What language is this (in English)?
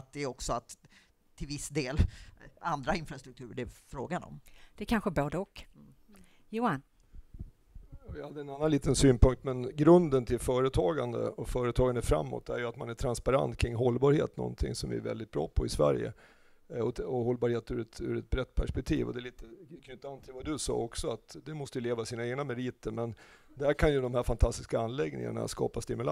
Swedish